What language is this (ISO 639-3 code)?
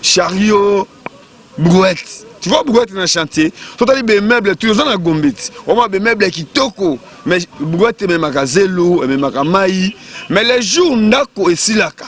lin